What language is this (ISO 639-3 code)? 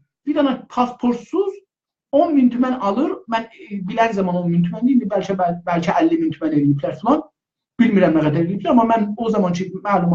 azb